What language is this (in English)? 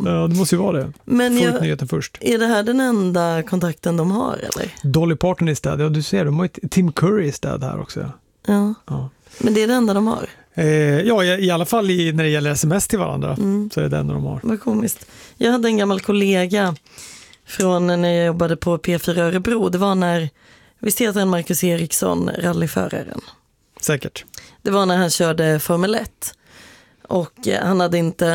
Swedish